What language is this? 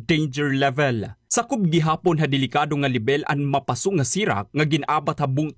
Waray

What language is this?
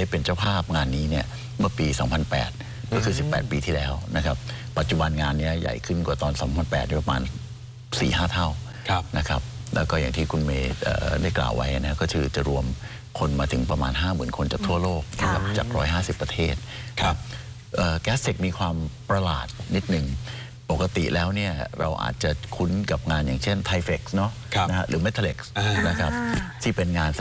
Thai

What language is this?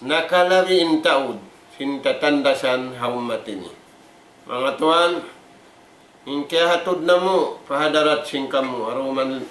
Tausug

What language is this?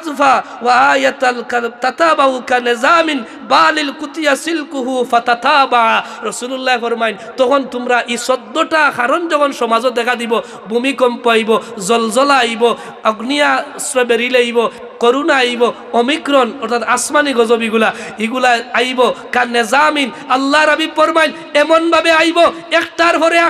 Sylheti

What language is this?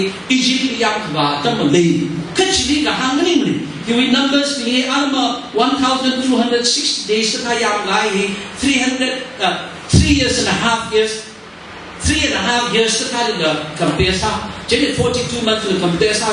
Tangkhul Naga (India)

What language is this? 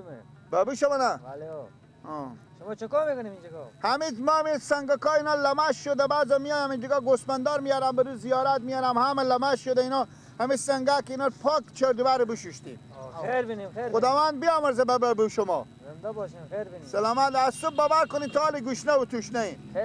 Persian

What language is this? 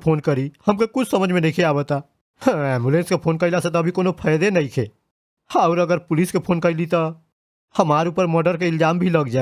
Bhojpuri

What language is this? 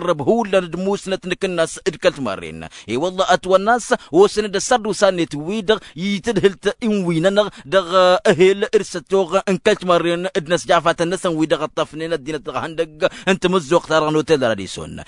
Tamasheq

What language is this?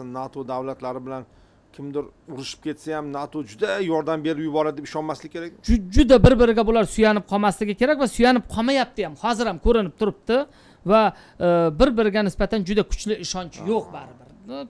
Uzbek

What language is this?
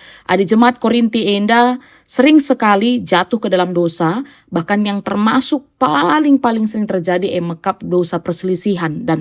Batak Karo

